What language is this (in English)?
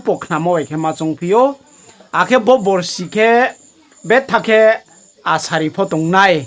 Riang (India)